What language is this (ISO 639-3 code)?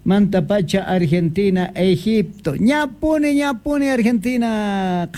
que